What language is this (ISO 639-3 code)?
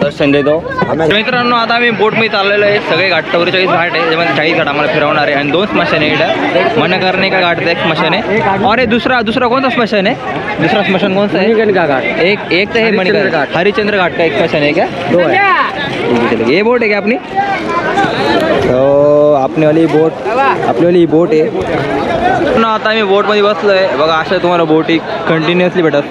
mar